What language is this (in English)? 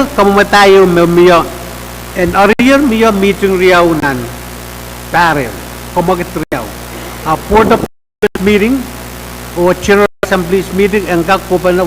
Pohnpeian